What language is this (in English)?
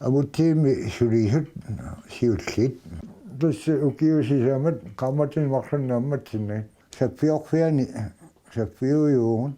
Kalaallisut